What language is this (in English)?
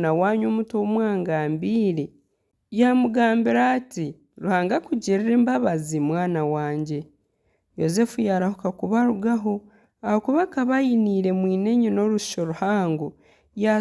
Nyankole